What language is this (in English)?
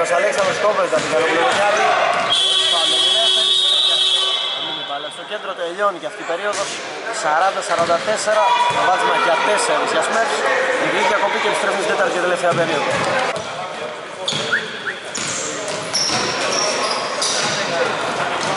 Greek